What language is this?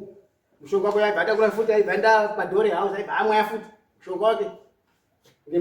Shona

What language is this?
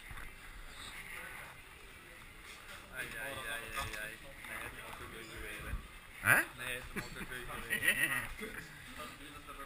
Dutch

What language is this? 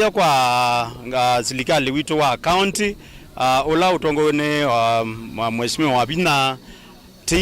Kamba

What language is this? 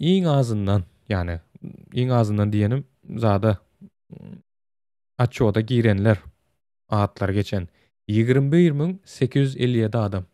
Turkmen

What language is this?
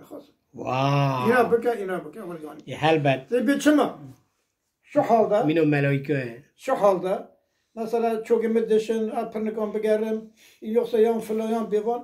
Kurdish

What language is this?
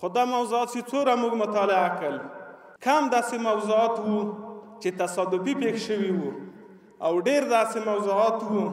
Pashto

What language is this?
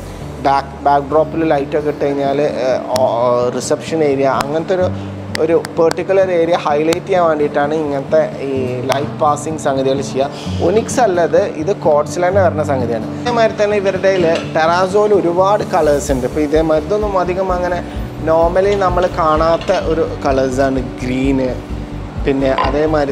Malayalam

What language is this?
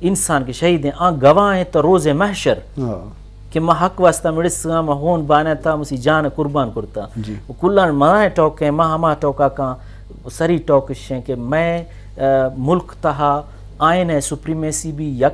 Eastern Balochi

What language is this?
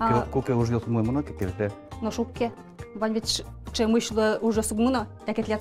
Udmurt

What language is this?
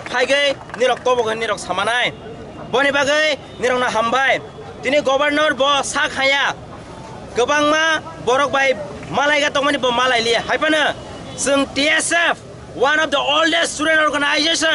Kok Borok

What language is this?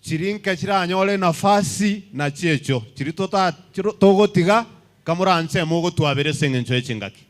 Gusii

